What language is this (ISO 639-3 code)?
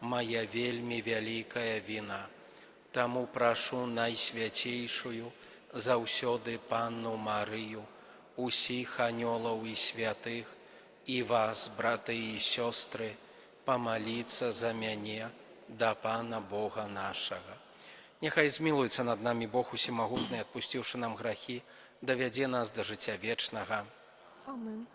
bel